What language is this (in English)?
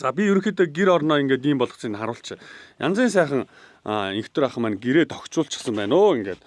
Mongolian